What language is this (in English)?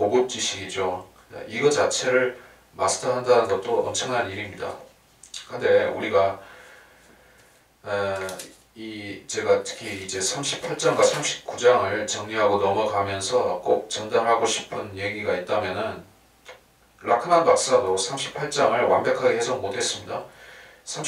Korean